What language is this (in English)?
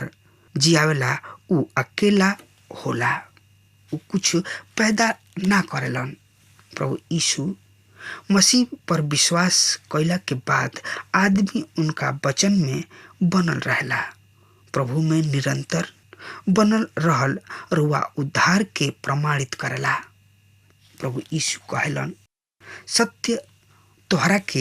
Bhojpuri